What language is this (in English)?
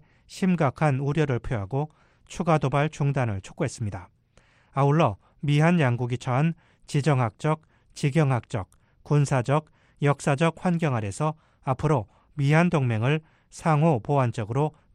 Korean